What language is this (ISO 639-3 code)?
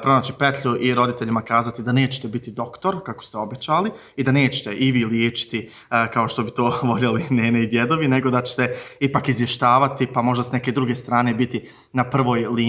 bos